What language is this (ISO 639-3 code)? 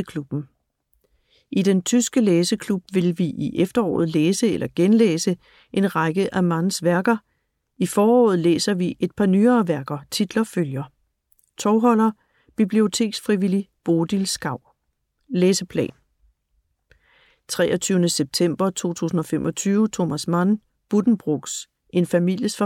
dan